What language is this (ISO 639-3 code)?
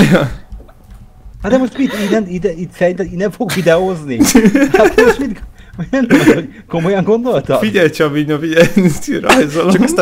hun